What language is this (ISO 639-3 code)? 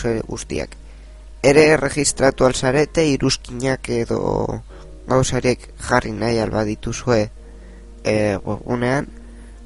eus